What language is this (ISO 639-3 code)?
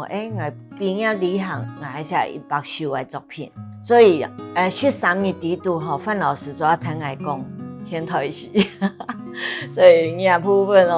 hak